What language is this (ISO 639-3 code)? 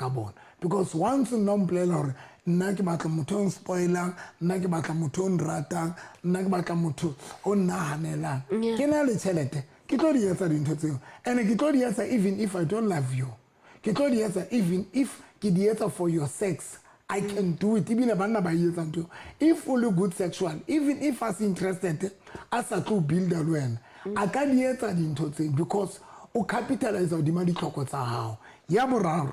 sot